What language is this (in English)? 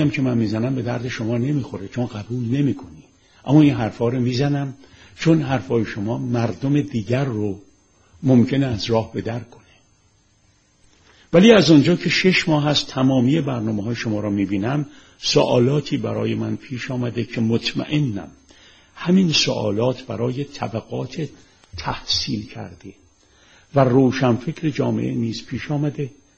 Persian